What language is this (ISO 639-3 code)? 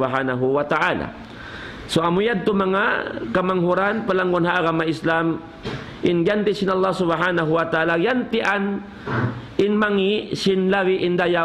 tsg